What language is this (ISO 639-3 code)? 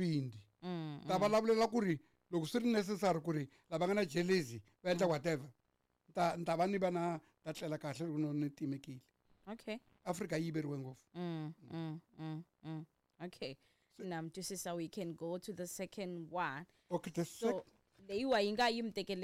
tso